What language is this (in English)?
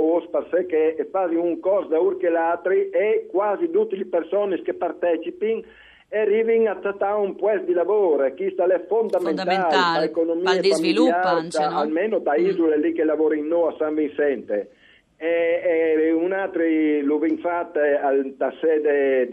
Friulian